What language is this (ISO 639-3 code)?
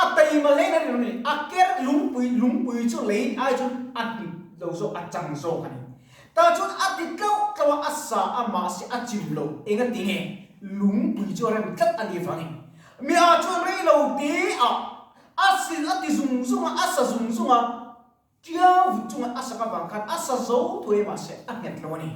lus